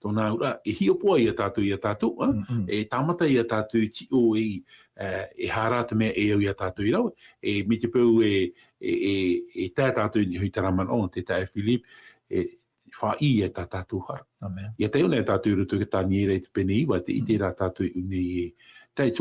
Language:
Tahitian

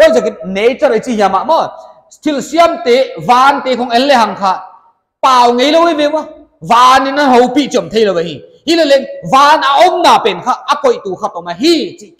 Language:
Paite Chin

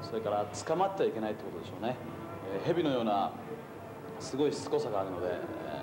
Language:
Japanese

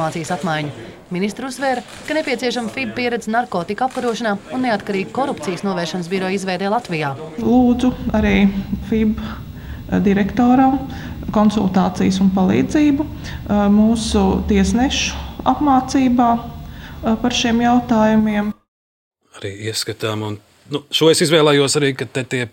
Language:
Latvian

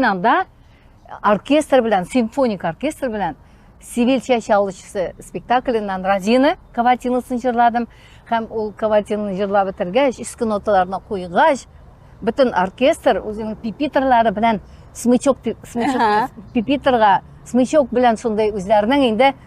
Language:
Tatar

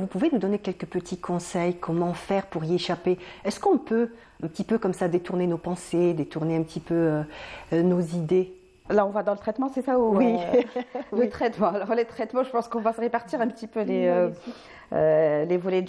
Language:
French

